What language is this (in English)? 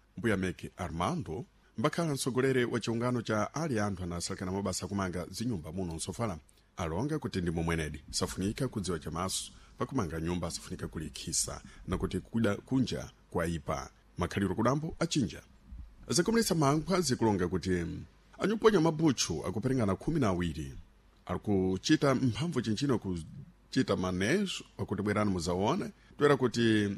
Sena